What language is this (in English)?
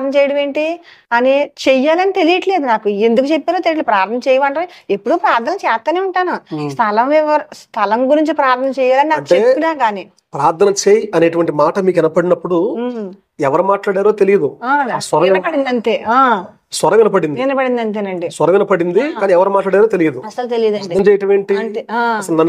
Telugu